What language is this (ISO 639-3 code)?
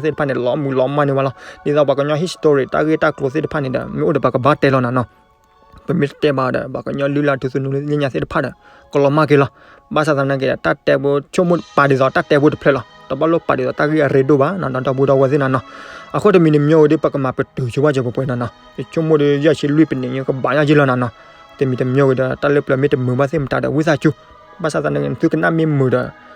ksw